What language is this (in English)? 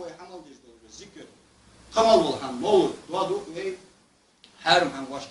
Ingush